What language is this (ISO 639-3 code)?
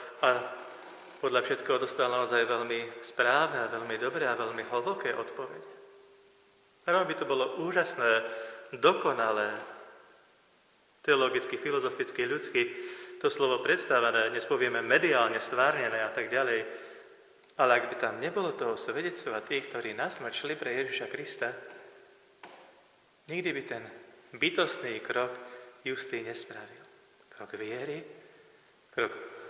slk